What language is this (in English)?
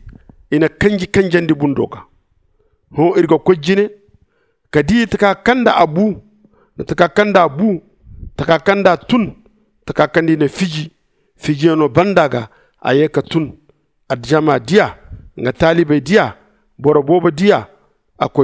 Zarma